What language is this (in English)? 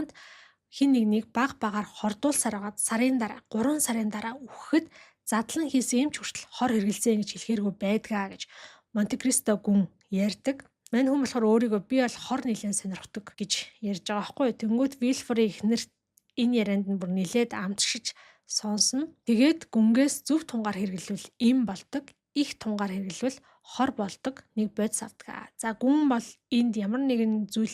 Mongolian